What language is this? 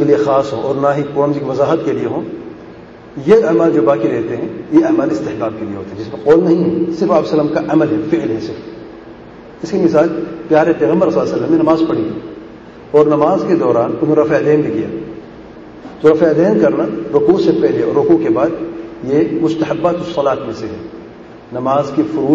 Urdu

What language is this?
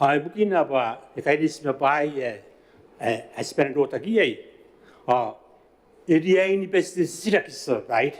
Gilbertese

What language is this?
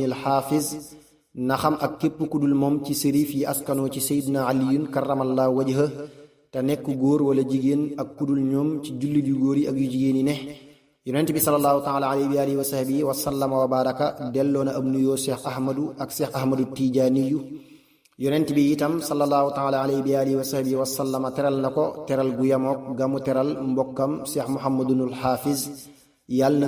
Wolof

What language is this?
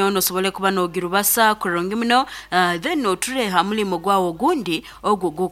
Nyoro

